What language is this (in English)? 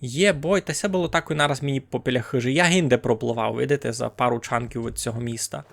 Rusyn